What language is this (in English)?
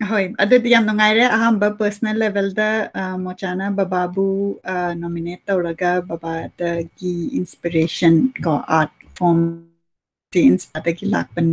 Manipuri